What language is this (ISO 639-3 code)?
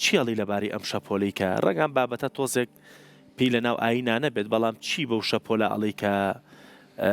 ckb